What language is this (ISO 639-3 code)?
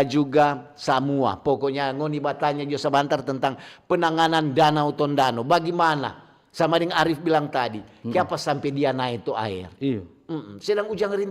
xmm